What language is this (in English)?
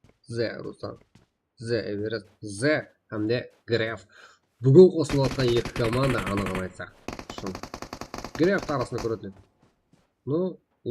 Kara-Kalpak